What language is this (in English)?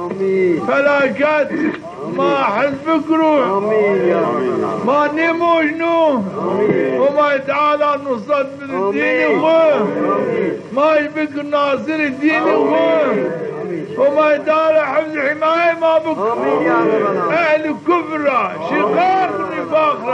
Zaza